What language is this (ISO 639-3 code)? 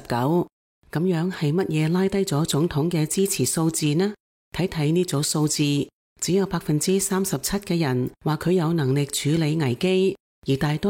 yue